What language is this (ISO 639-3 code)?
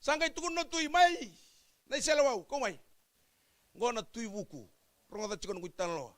fij